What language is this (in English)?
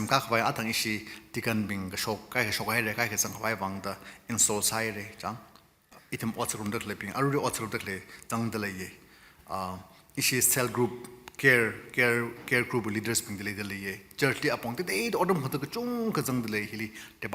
Tangkhul Naga (India)